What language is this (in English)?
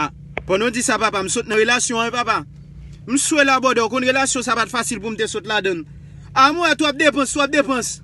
Haitian Creole